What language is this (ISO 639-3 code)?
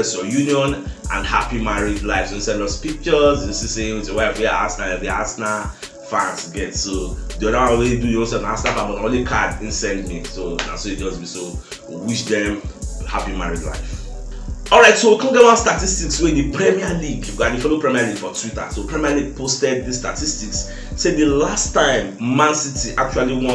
pcm